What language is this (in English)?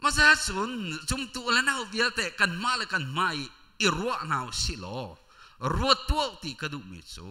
Hakha Chin